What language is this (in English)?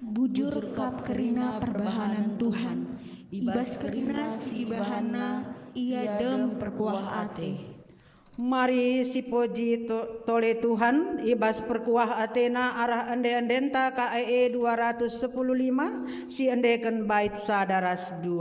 Batak Karo